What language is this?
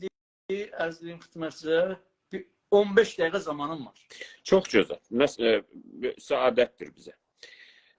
South Azerbaijani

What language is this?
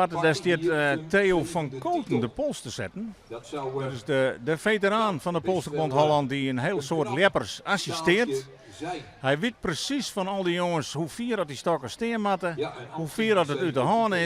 Western Frisian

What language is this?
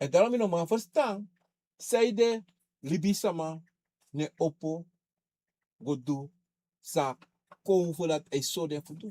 Sranan Tongo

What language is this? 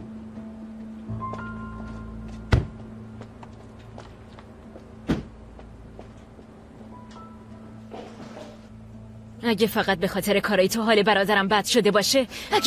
Persian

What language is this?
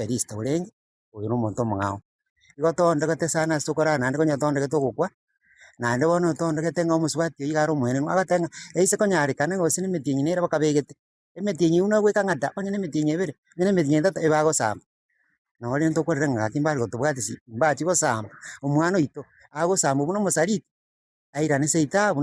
Gusii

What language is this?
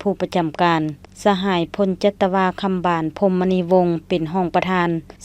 Lao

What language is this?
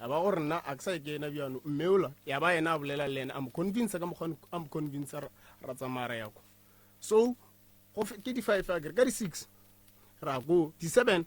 Northern Sotho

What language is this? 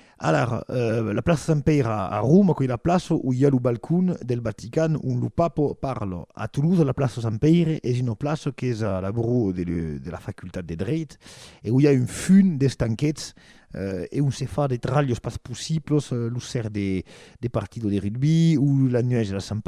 Occitan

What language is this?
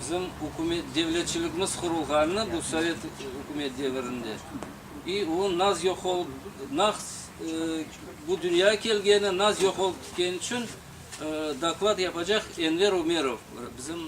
Crimean Tatar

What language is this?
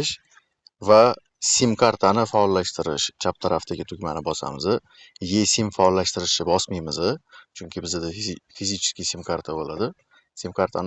Uzbek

